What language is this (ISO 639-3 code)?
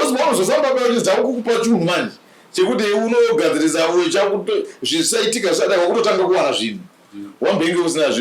sna